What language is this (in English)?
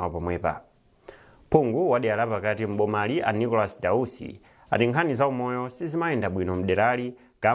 Nyanja